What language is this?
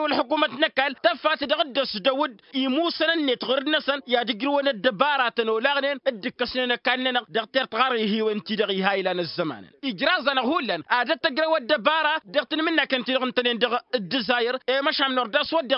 Tamasheq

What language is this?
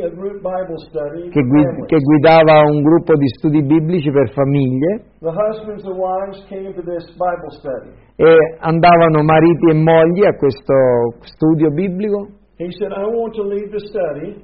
Italian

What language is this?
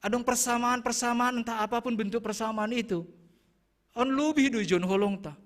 Batak Simalungun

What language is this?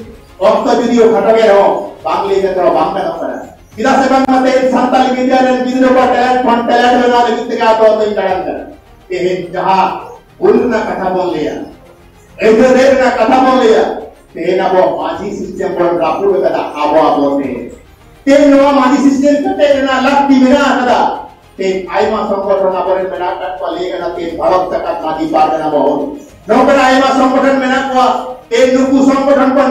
Santali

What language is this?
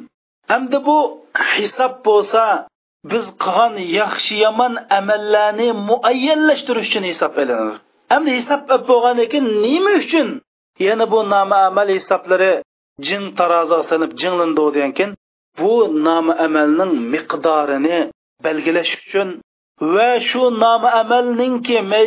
Uyghur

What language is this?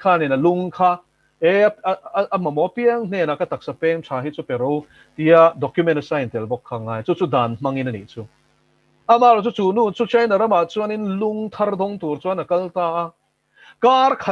Mizo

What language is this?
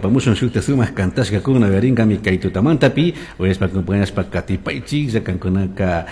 Chimborazo Highland Quichua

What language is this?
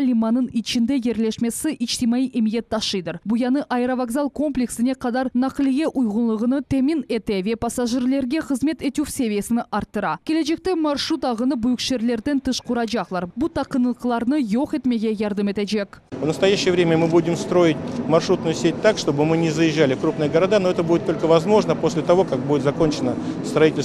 Crimean Tatar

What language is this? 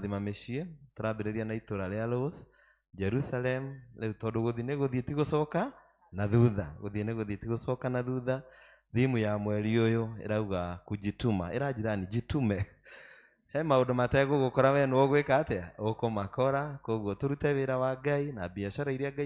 Kikuyu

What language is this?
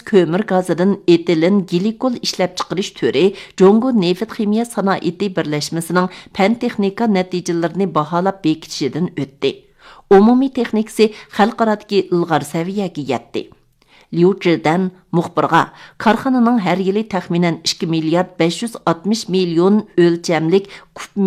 Uyghur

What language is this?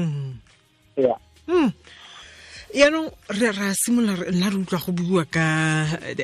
Tswana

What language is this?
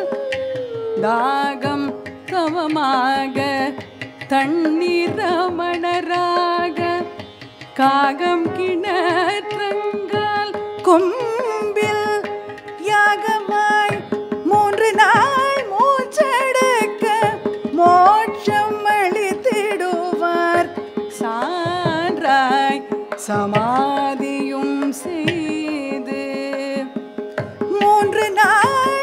Tamil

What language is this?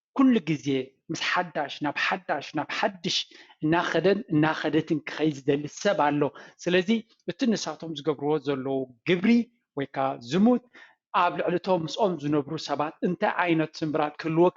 Tigrinya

